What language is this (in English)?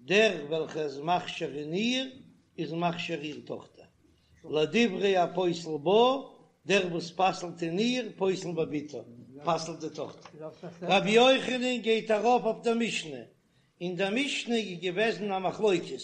Yiddish